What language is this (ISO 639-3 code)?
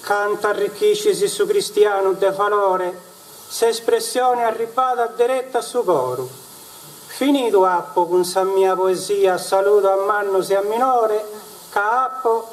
srd